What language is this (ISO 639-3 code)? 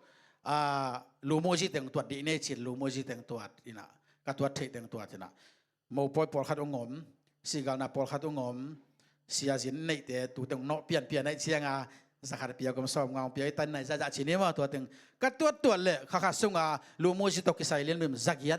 ctd